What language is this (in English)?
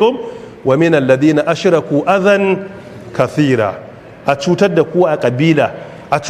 Hausa